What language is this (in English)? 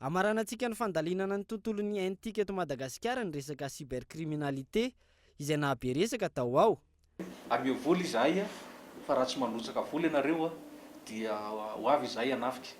Malagasy